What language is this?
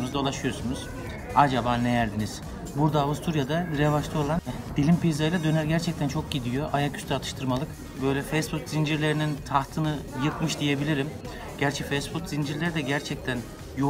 Turkish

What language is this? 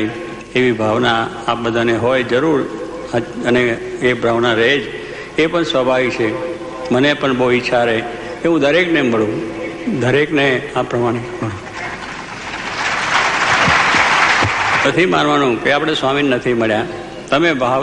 Gujarati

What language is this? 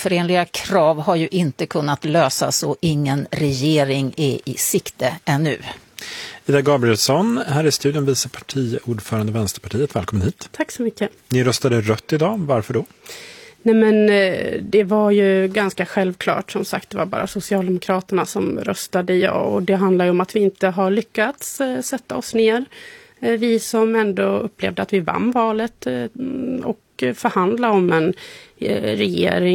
Swedish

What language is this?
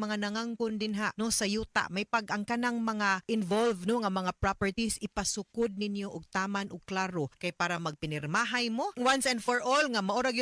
Cebuano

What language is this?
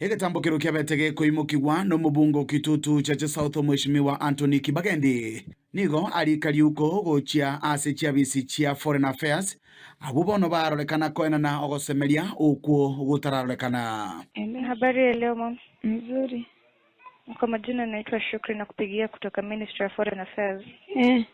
Gusii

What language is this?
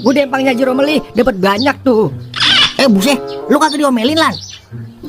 Betawi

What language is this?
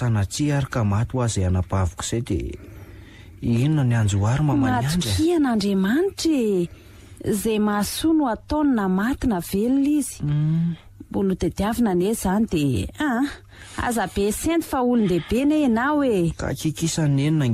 Malagasy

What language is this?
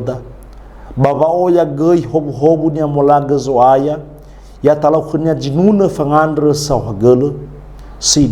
Nias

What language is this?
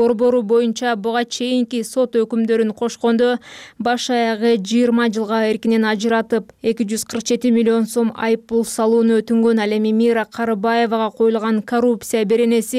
Kyrgyz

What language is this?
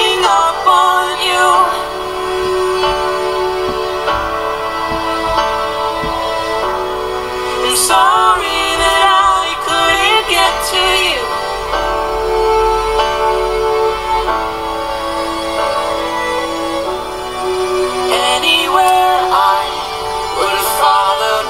English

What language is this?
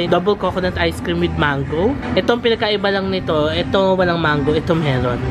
Filipino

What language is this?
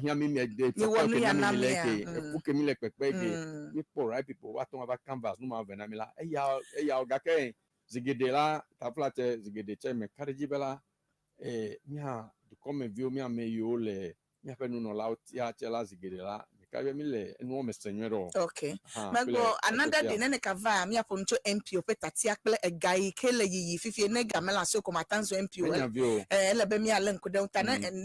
Ewe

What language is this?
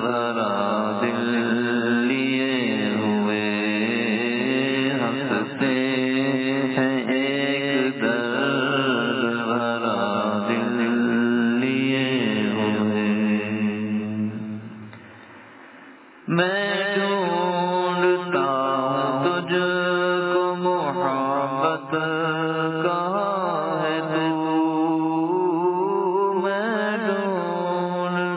Urdu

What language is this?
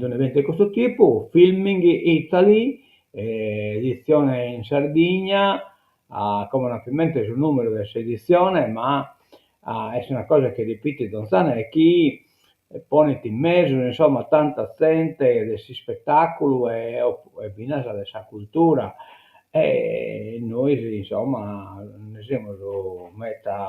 Sardinian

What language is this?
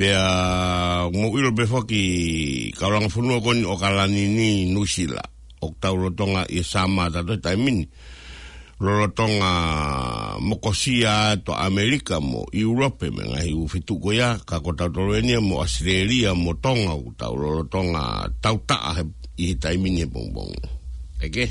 Tongan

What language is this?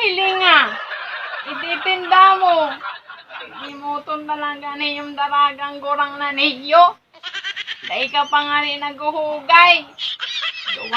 Bikol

